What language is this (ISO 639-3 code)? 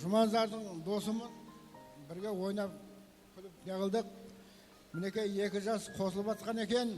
kaa